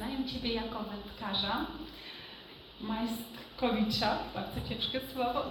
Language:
Polish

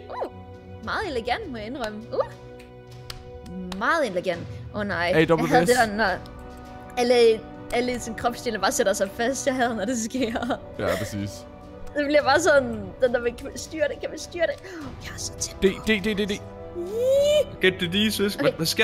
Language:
Danish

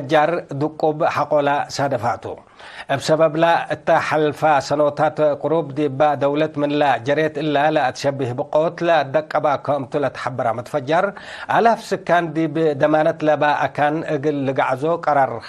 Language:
Tigre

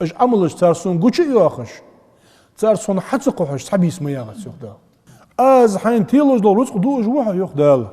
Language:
Ingush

